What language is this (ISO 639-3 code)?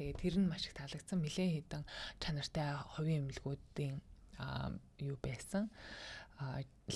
mon